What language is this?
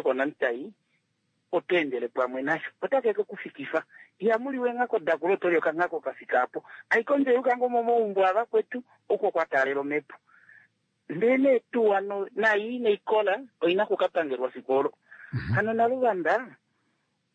Kuanyama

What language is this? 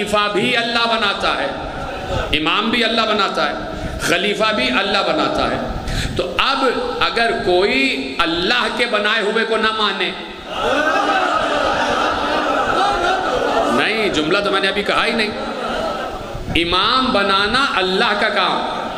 Urdu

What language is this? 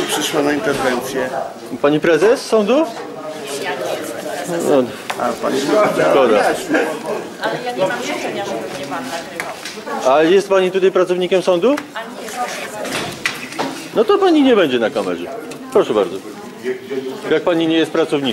Polish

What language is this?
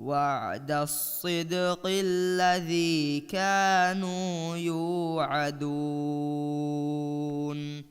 Divehi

